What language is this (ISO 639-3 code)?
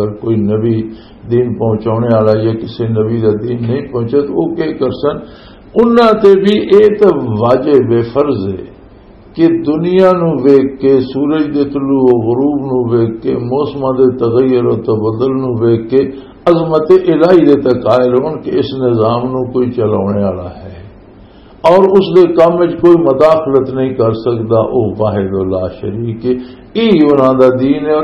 lah